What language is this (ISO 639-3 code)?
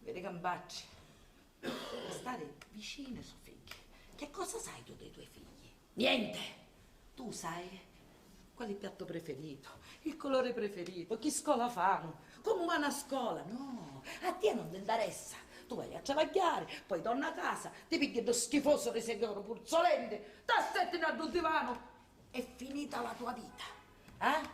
scn